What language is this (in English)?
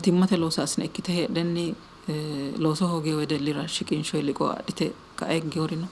Sidamo